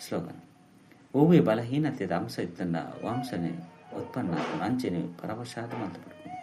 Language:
Tulu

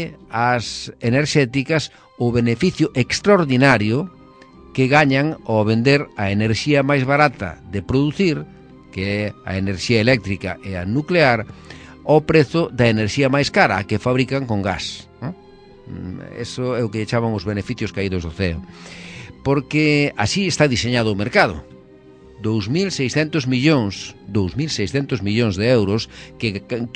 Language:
Galician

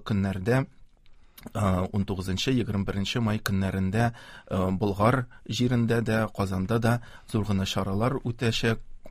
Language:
Tatar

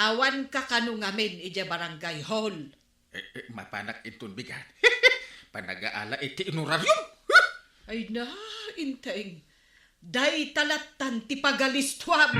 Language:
Iloko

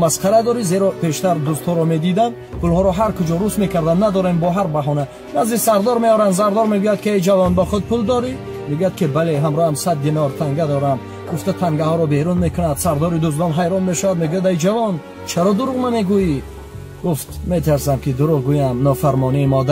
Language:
Tajik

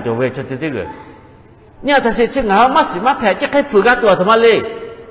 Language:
Lahu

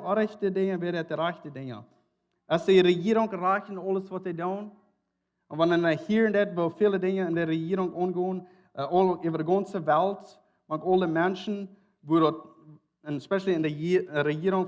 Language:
Plautdietsch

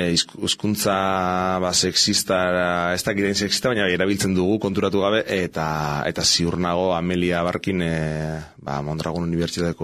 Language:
Basque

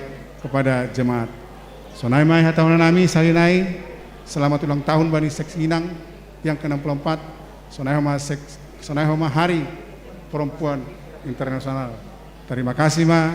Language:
Batak Simalungun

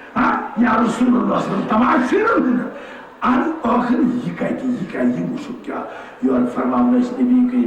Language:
Kashmiri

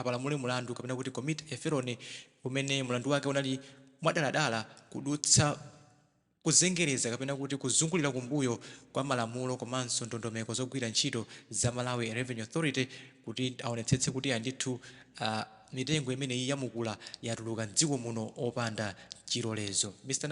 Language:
Nyanja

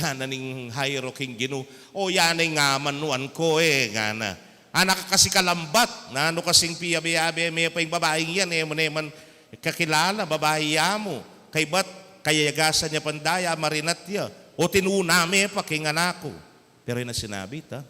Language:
Pampanga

